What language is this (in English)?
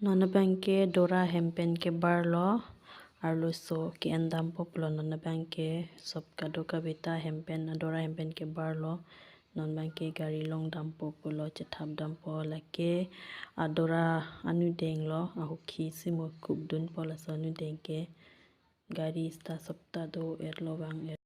Karbi